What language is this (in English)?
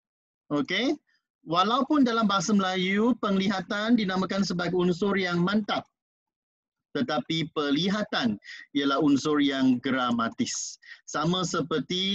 Malay